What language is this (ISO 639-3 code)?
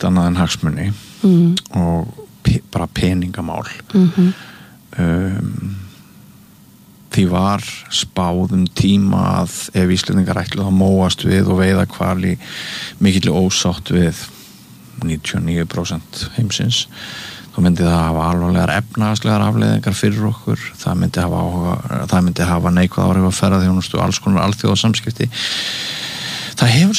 isl